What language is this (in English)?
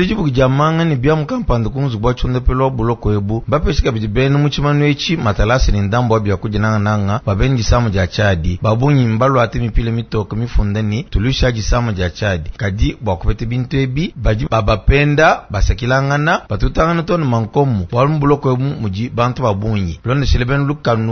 Luba-Lulua